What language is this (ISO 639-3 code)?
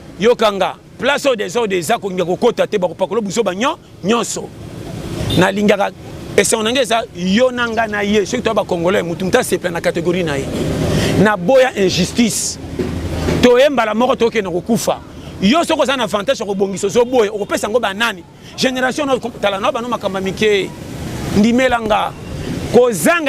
lin